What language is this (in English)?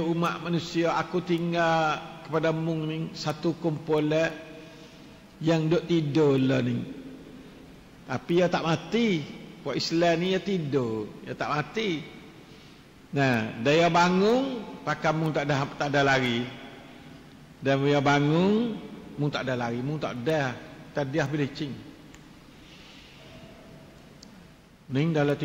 Malay